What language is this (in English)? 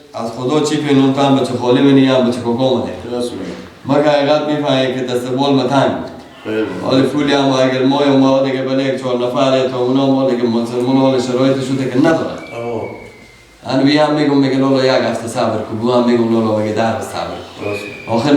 Persian